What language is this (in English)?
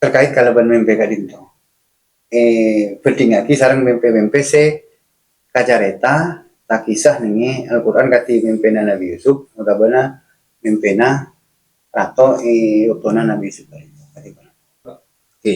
Madurese